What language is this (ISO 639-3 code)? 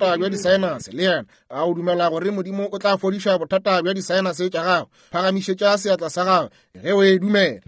nso